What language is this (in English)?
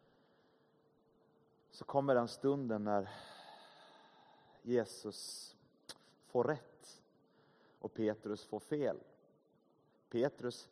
Swedish